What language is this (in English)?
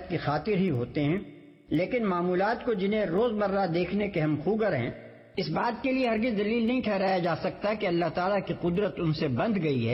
Urdu